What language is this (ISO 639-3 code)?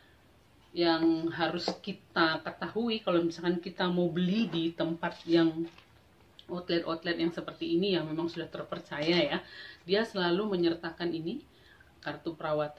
ind